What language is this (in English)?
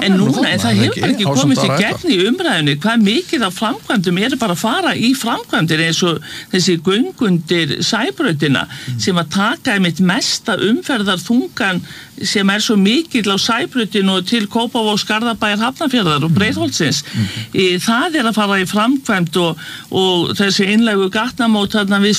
Icelandic